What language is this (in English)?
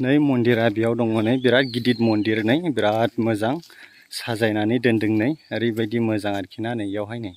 Bodo